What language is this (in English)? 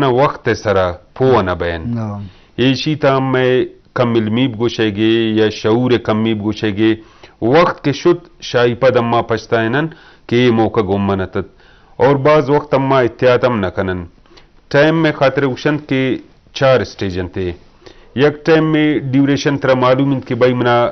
Eastern Balochi